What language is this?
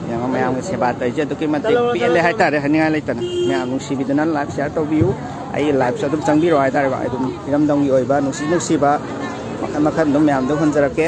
Manipuri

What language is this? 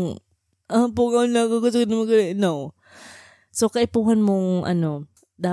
Bikol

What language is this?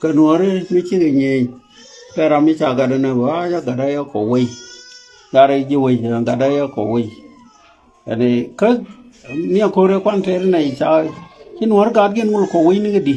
Nuer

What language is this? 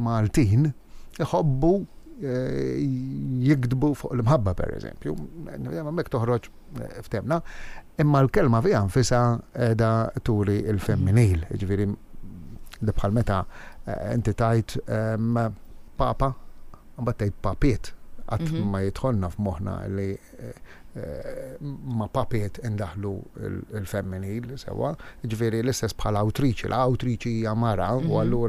Maltese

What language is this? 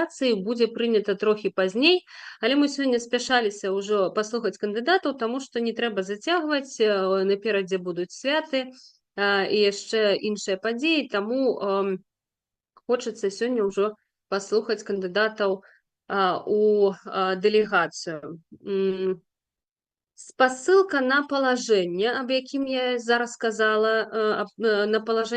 Belarusian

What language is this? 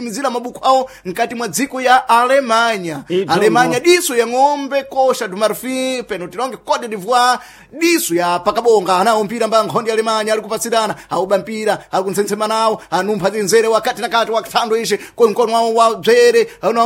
Sena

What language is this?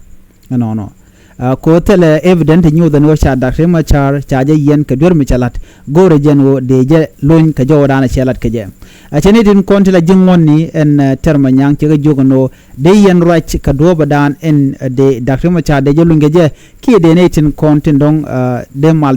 Nuer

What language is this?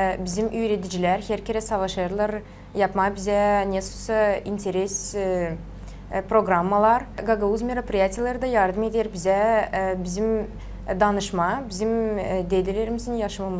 Gagauz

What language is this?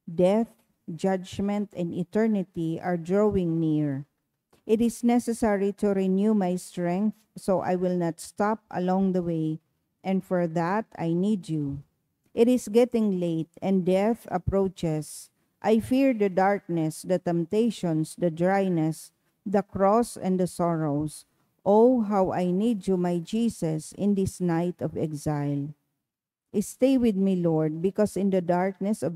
Bikol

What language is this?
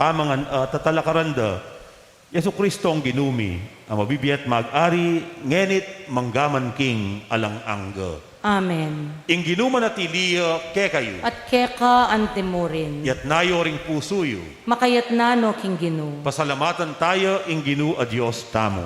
Pampanga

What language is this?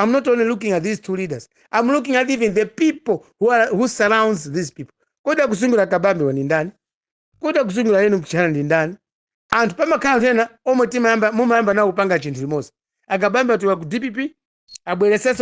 Nyanja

